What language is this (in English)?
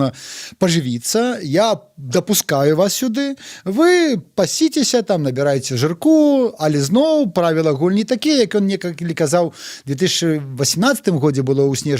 Belarusian